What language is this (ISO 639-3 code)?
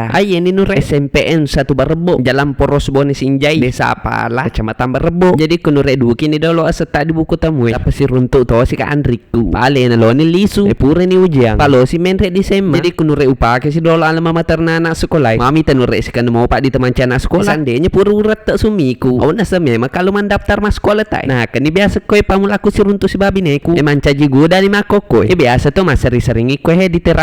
bug